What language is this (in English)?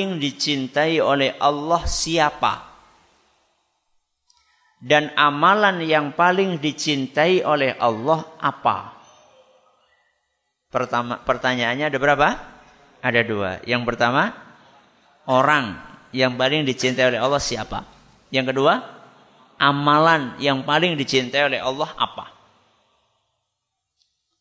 Indonesian